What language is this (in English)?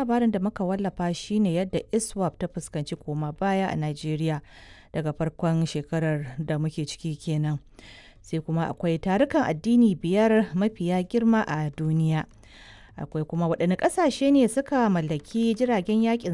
Hausa